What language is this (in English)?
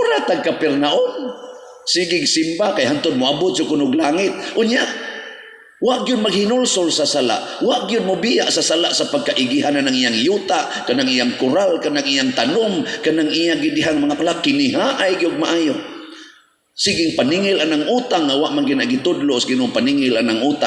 Cebuano